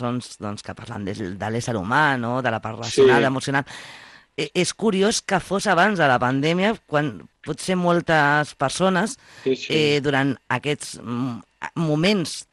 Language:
Catalan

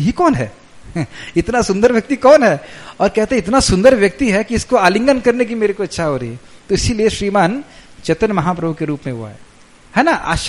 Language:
Hindi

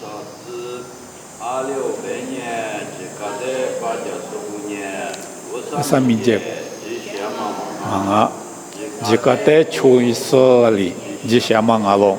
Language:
Lisu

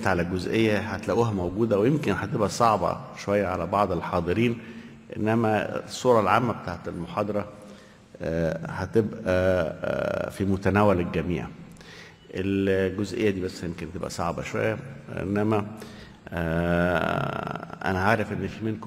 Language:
Egyptian Arabic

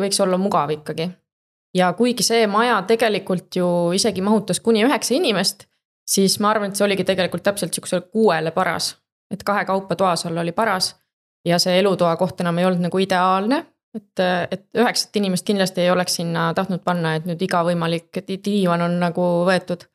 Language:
Estonian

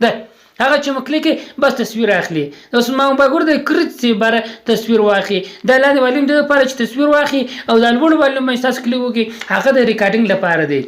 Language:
Pashto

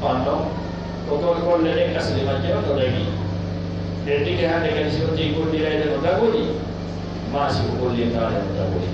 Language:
Fula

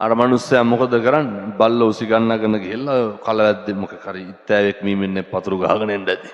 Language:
Sinhala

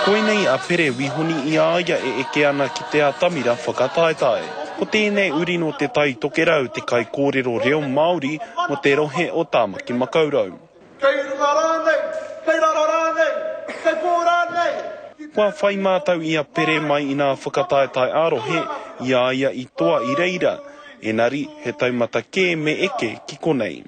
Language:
Māori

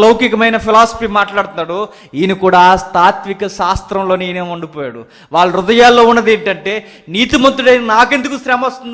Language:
Telugu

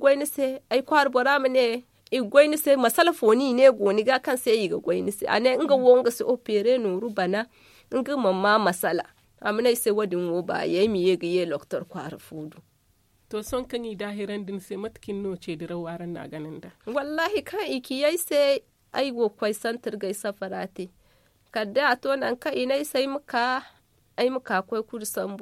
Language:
Zarma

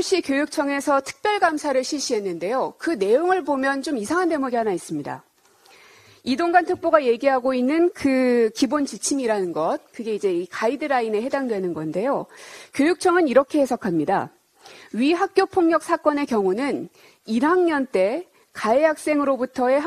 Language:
Korean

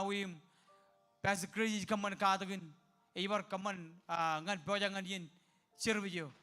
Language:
Marshallese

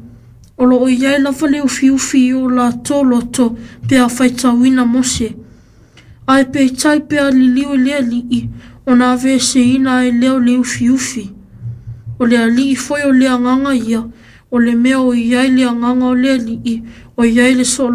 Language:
Samoan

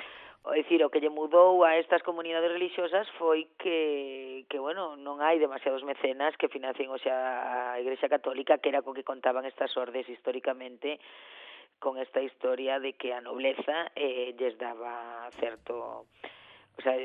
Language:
Galician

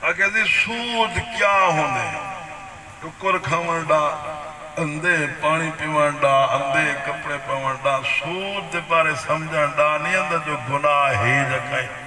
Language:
Saraiki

